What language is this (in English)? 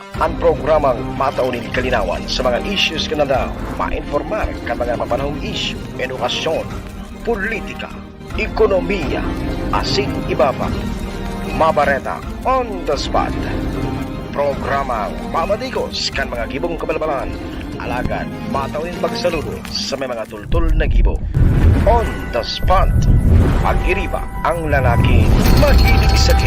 Bikol